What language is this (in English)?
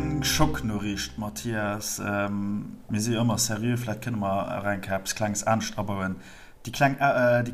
Luxembourgish